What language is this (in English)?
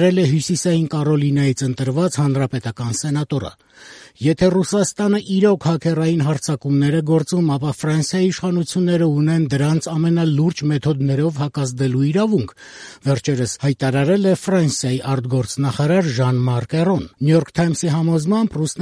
Armenian